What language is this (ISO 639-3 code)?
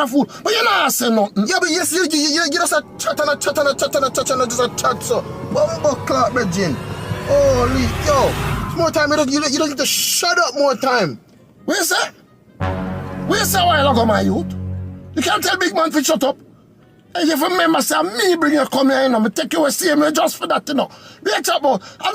jam